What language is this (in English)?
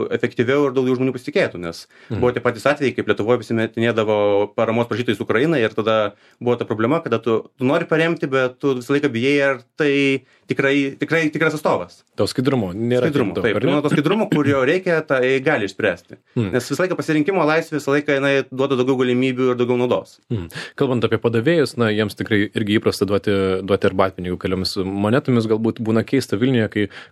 Lithuanian